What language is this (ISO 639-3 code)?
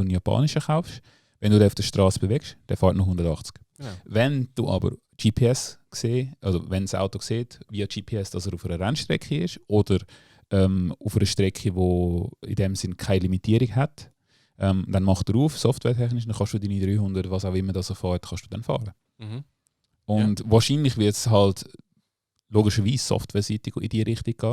gsw